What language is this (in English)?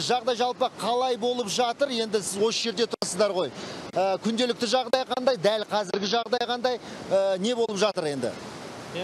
Kazakh